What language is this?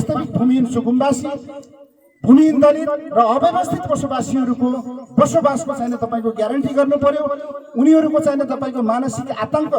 Nepali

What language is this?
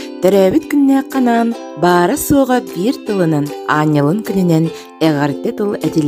Yakut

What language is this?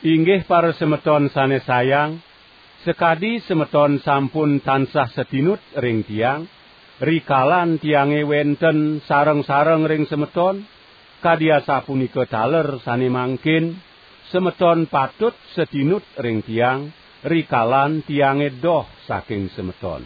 Balinese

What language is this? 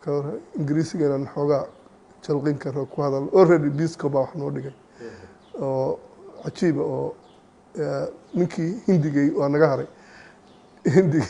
Somali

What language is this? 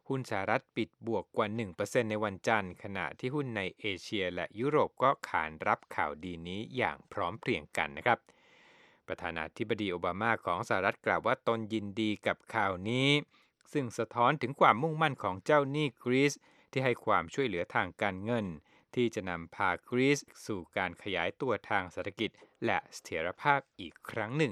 Thai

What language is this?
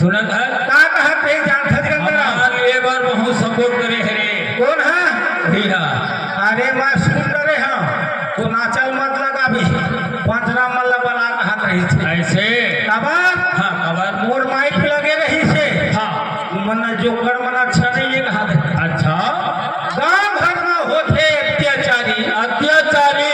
Chhattisgarhi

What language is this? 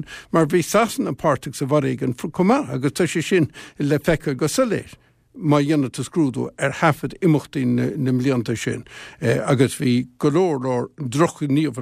Irish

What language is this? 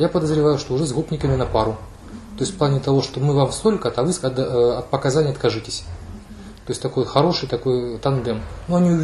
Russian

